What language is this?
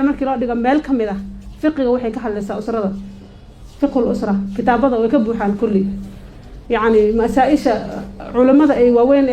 Somali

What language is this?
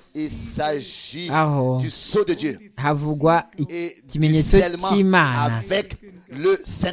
Kinyarwanda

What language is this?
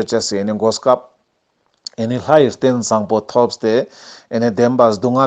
Ladakhi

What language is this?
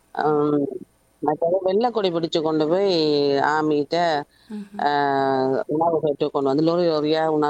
Tamil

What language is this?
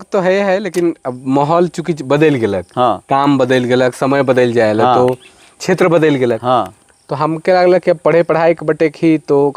Sadri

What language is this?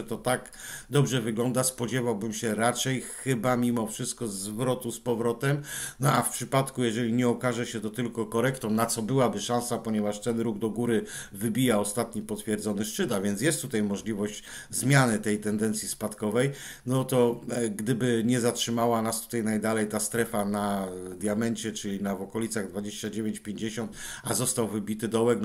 Polish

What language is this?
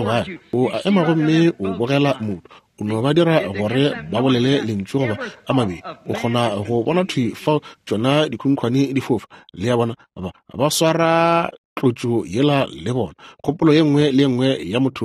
Northern Sotho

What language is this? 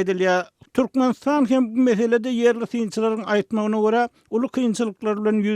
Turkmen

